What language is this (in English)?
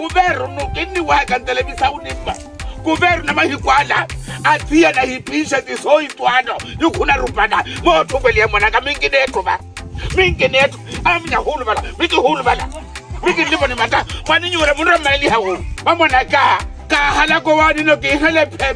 Swahili